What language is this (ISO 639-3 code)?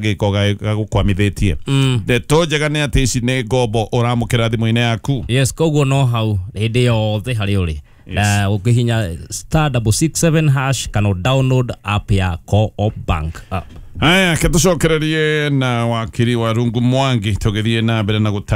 kik